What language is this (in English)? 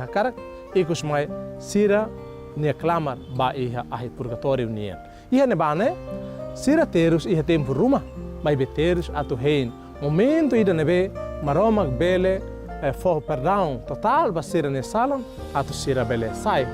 Tetum